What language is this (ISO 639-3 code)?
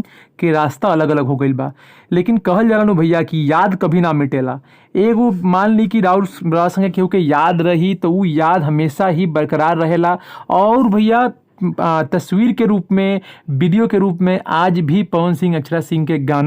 bho